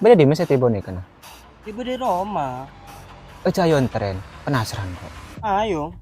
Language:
Madurese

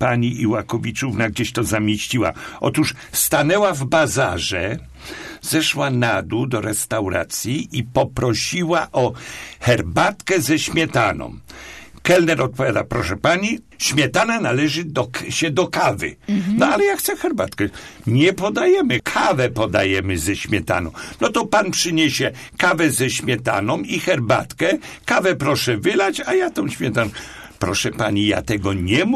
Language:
Polish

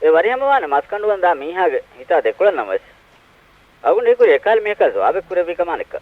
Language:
Divehi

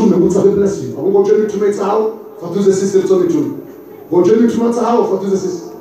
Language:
Ngazidja Comorian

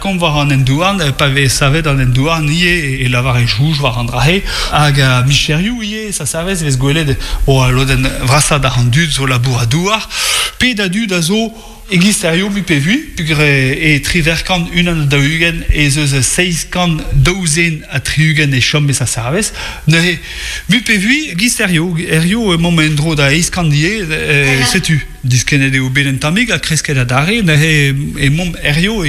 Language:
Breton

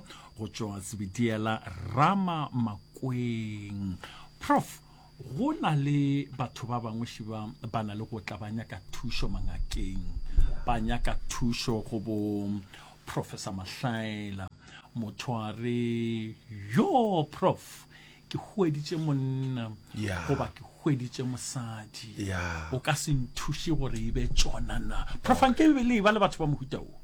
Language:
Northern Sotho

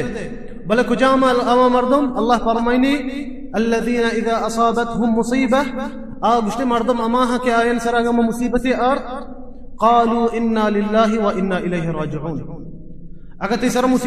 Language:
Baluchi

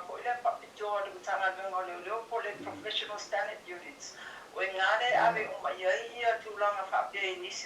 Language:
Samoan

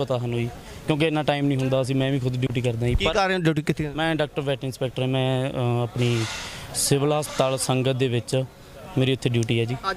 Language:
Punjabi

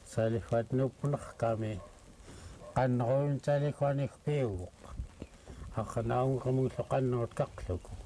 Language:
Central Yupik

